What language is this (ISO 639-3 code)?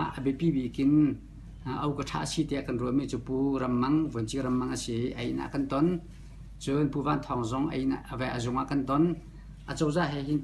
cnh